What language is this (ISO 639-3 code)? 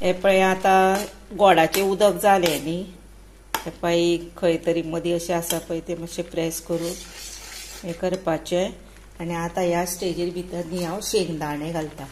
kok